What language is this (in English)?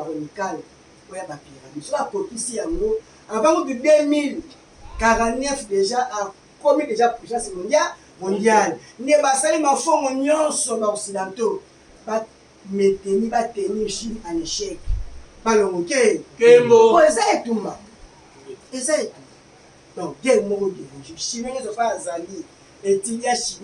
Lingala